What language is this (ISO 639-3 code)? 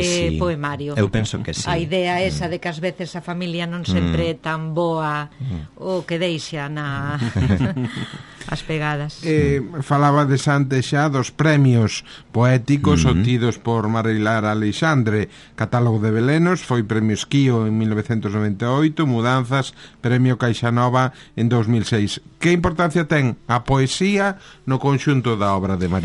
glg